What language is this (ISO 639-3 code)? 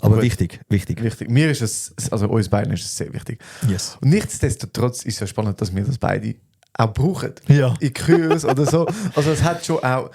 gsw